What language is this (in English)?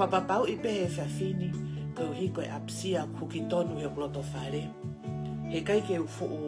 Tongan